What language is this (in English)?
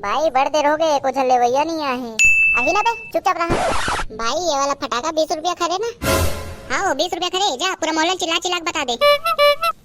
Chhattisgarhi